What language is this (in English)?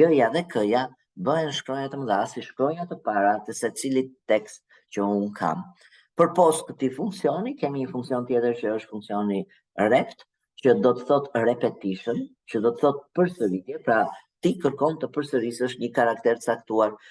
Albanian